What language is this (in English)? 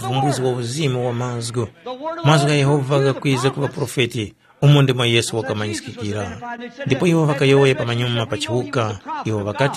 Tumbuka